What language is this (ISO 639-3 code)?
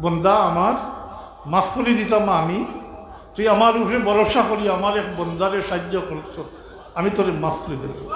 syl